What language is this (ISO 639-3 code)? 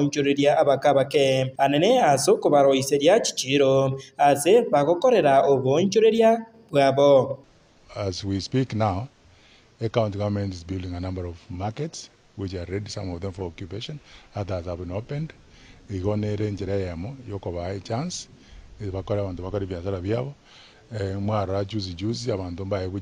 guz